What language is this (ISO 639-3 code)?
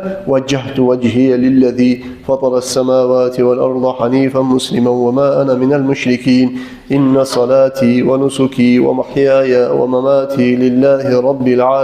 kum